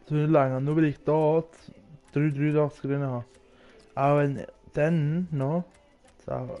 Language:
Swiss German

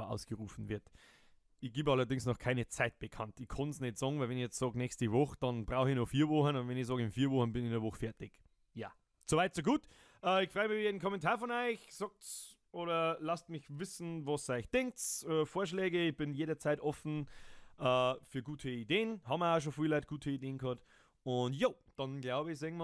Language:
Bavarian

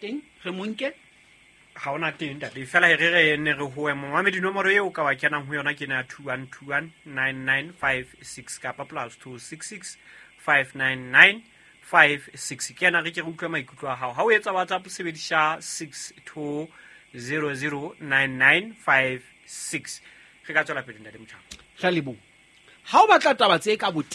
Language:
Southern Sotho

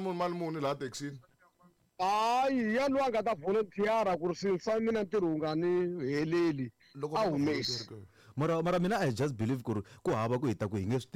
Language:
Tsonga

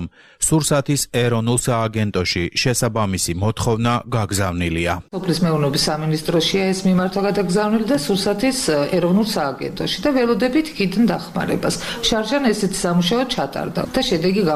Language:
Georgian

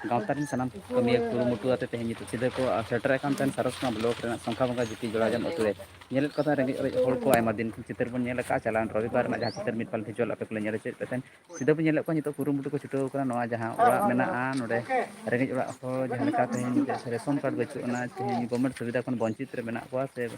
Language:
Santali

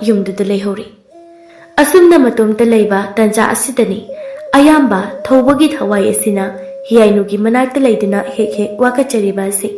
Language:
Manipuri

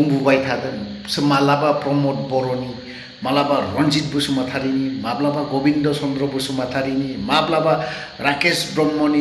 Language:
Bodo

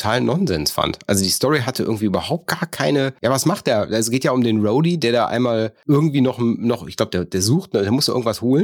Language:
German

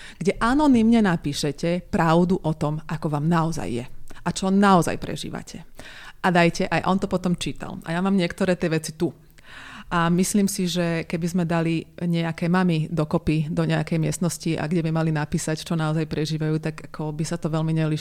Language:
Slovak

